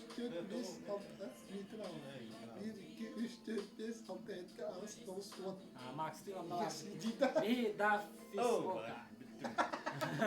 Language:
Yakut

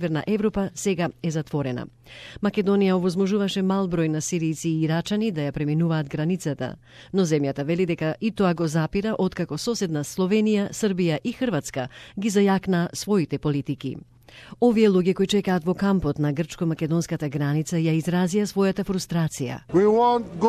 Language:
Macedonian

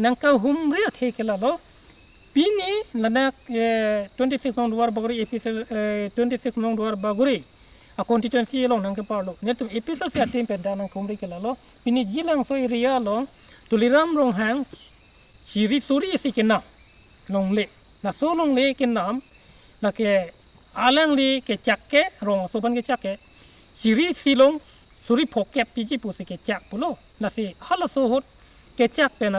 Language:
Karbi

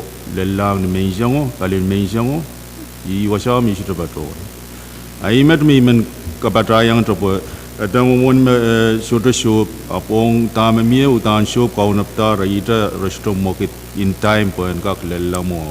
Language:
Pohnpeian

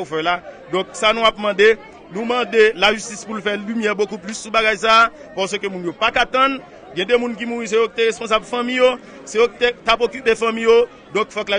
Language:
Haitian Creole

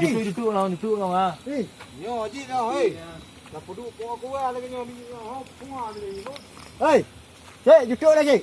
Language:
Achinese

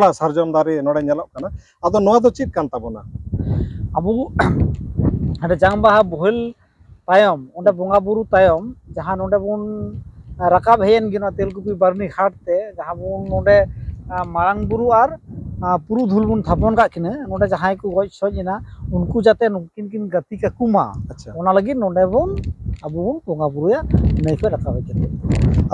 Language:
Santali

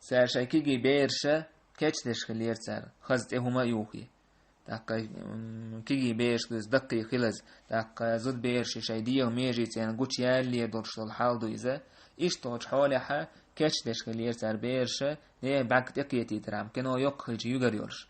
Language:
Chechen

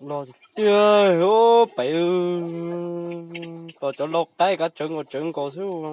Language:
Hmong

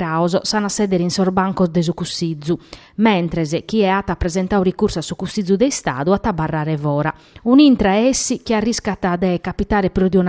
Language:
Sardinian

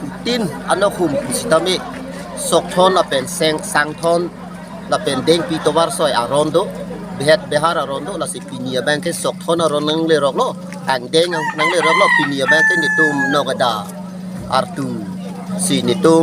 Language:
Karbi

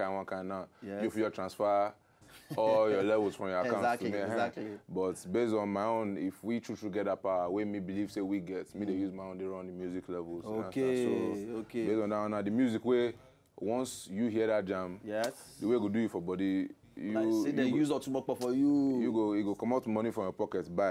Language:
Nigerian Pidgin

